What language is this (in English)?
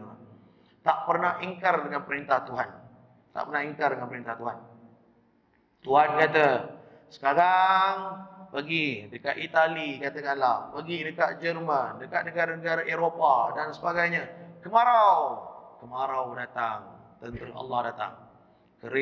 Malay